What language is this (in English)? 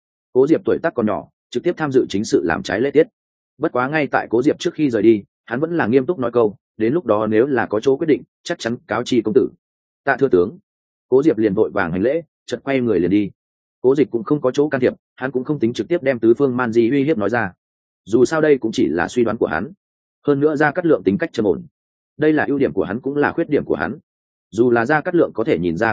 Vietnamese